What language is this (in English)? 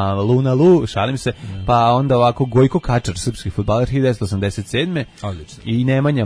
Serbian